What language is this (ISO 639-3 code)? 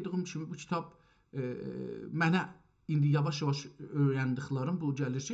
azb